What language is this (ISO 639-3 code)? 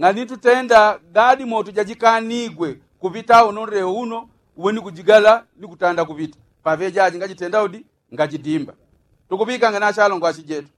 yao